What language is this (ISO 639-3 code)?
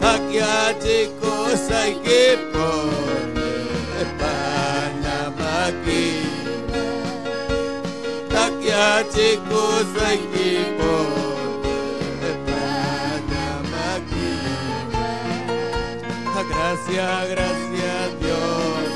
quy